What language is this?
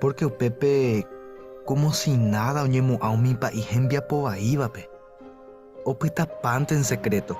Guarani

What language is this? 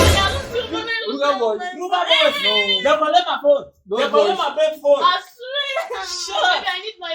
Nigerian Pidgin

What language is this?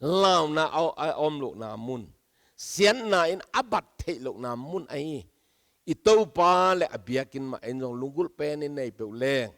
Tedim Chin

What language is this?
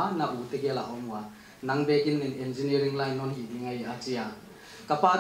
Paite Chin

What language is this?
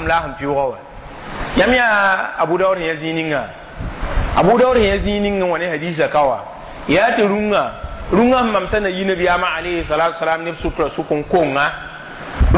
Mossi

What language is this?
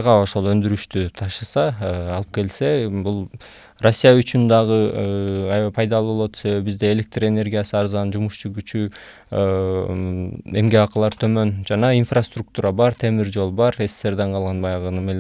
Kyrgyz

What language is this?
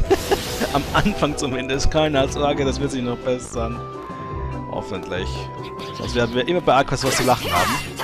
German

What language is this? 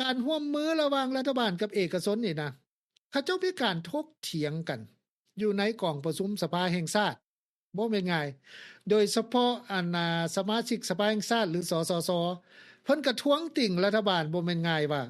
Lao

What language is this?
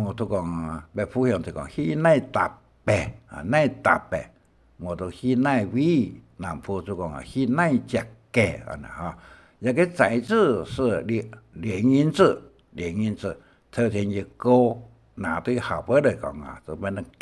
Hakka Chinese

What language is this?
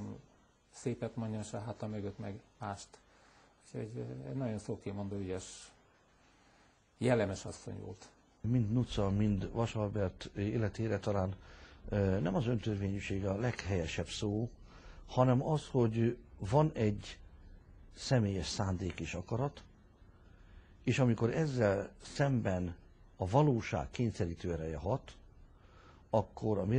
Hungarian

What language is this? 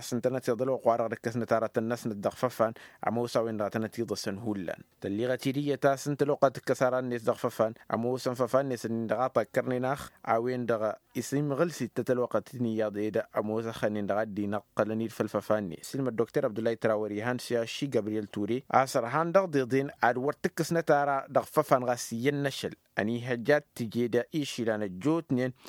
Tamasheq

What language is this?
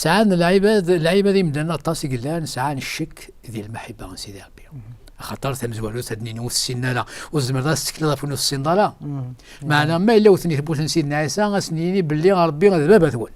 Kabyle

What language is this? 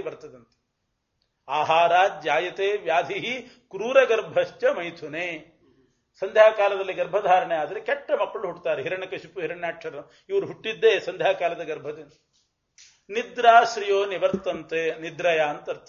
Kannada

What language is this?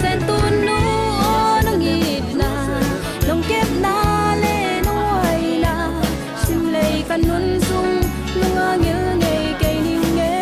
Tedim Chin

